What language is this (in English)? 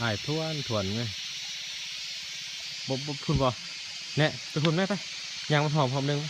Lao